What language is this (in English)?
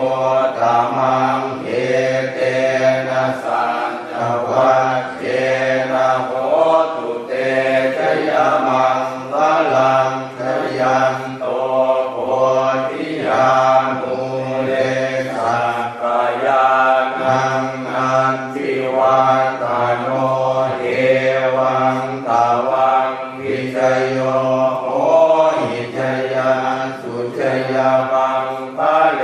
Pali